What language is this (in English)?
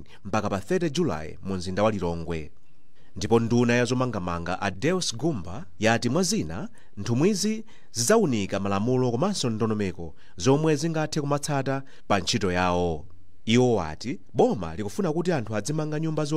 Nyanja